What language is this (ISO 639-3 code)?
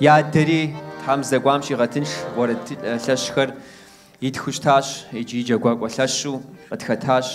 kbd